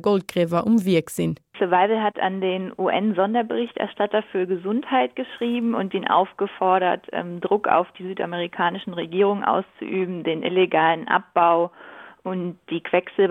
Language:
Luxembourgish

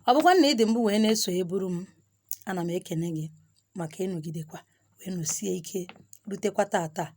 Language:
Igbo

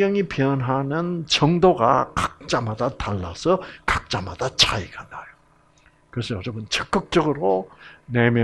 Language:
Korean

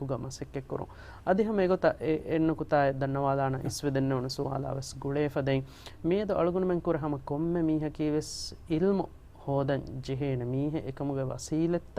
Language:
Divehi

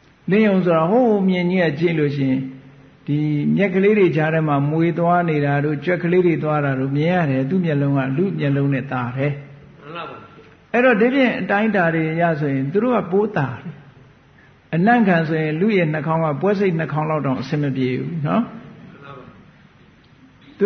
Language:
Burmese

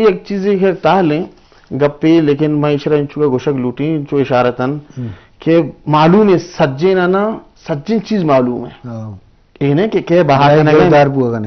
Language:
Eastern Balochi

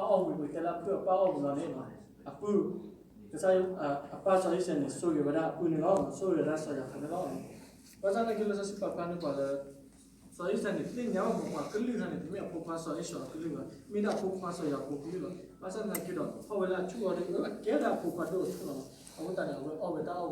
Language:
S'gaw Karen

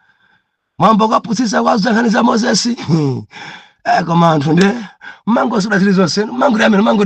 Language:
Nyanja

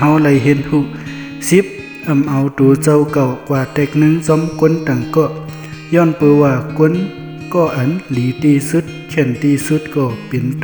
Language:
Shan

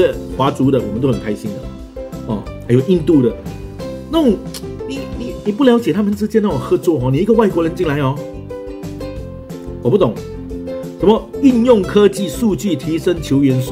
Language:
Chinese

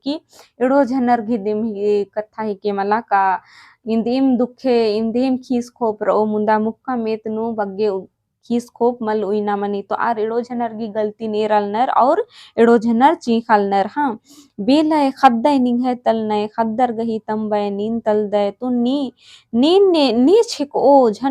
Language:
Kurukh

